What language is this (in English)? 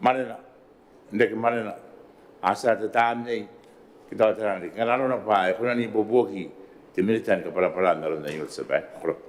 Gilbertese